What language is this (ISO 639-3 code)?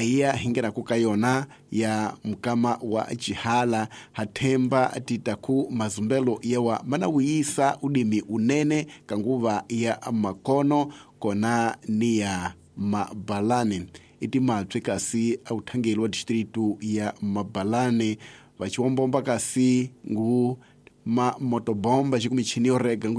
tso